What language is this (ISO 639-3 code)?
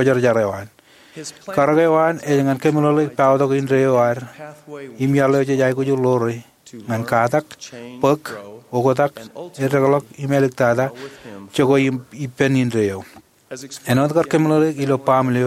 mah